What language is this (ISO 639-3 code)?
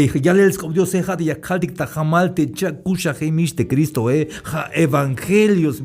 tzh